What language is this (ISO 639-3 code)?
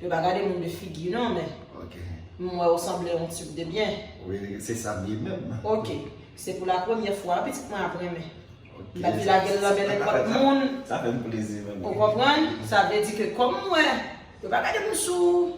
hat